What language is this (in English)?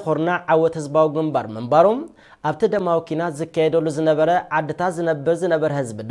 Tigrinya